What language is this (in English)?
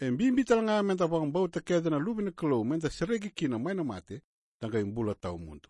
Fijian